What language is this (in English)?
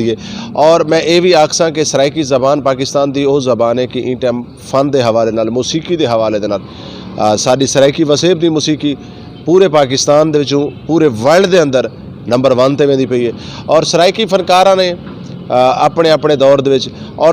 Saraiki